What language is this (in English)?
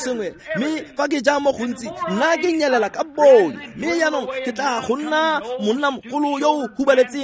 Tswana